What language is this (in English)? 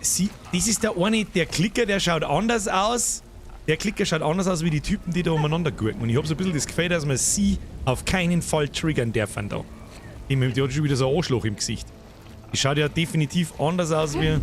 Bavarian